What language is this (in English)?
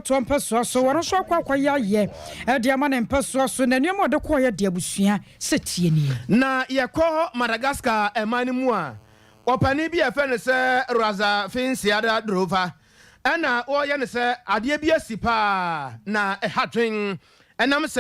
Akan